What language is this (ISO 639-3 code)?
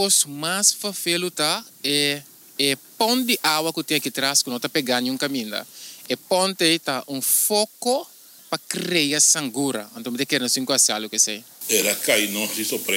pap